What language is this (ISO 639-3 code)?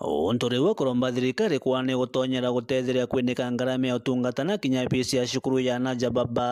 mer